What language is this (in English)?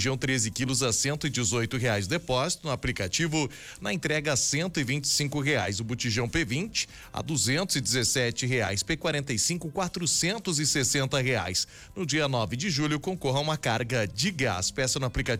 Portuguese